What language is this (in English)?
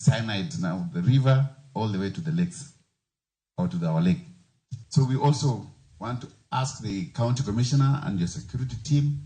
Luo (Kenya and Tanzania)